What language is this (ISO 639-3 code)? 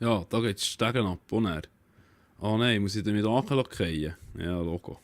gsw